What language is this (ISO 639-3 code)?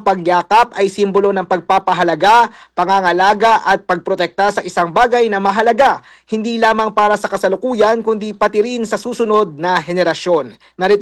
fil